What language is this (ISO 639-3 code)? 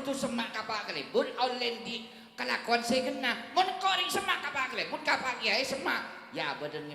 mad